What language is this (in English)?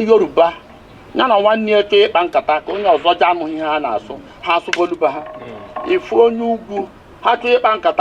Igbo